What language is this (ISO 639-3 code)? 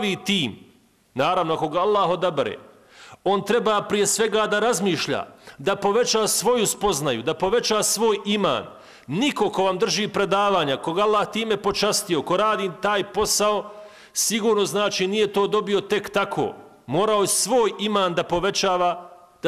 bos